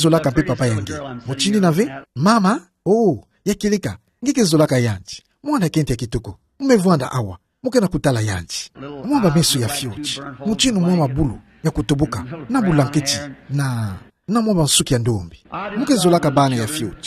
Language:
Kituba (Democratic Republic of Congo)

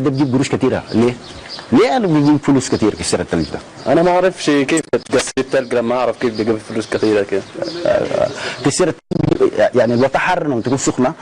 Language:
Egyptian Arabic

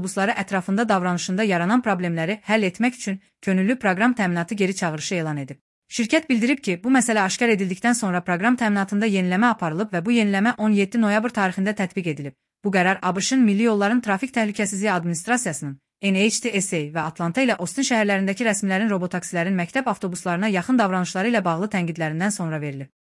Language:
Azerbaijani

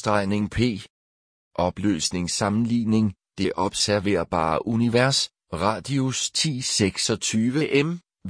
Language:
Danish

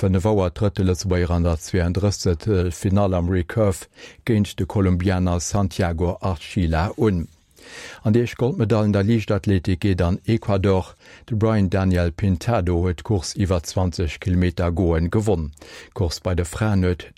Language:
Luxembourgish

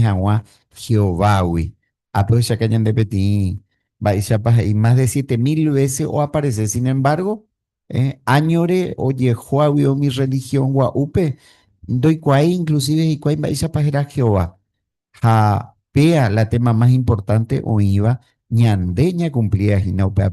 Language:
Guarani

